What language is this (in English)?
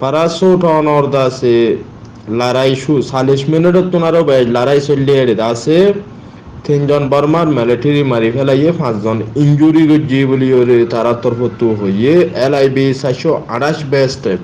Rohingya